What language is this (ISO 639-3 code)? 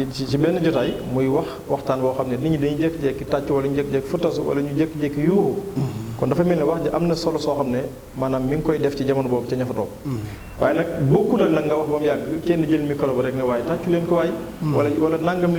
wol